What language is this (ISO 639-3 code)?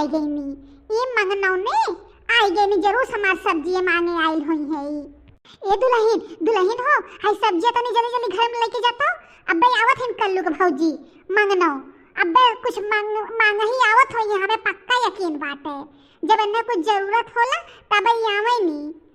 bho